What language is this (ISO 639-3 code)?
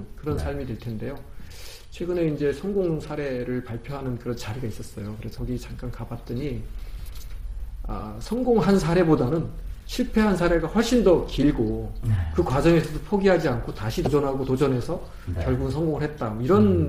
kor